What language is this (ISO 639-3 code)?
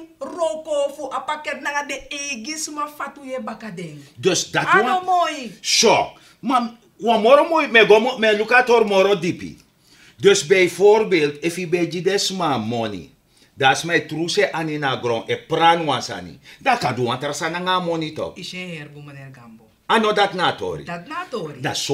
srn